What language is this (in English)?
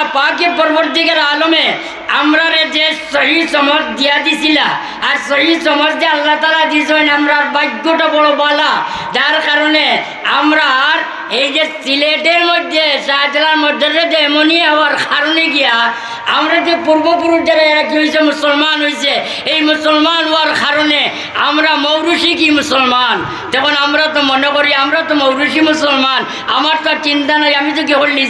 Sylheti